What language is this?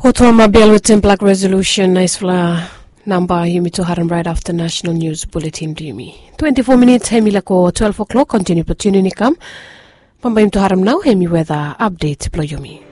Bislama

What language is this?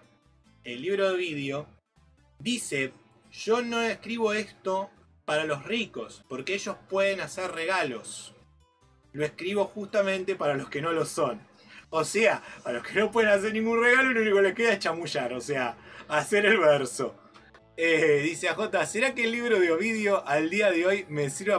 Spanish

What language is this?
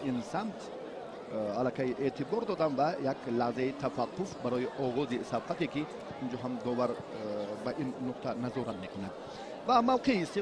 Tajik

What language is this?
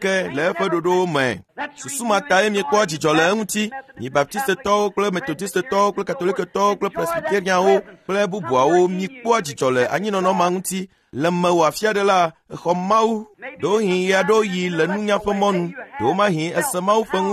Ewe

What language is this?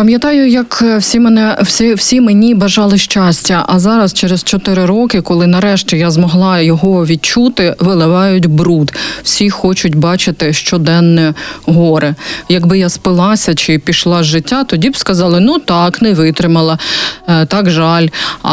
Ukrainian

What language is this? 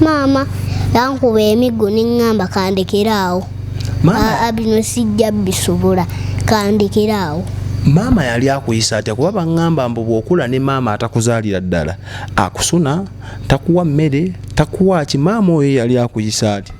Ganda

